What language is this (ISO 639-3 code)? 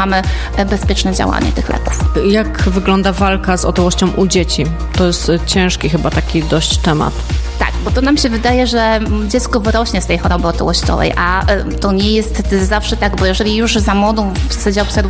pol